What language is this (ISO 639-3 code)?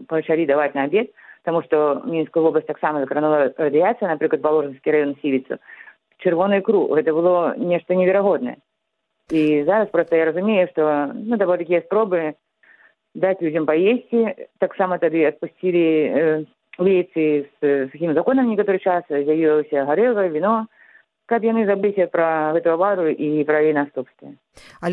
bel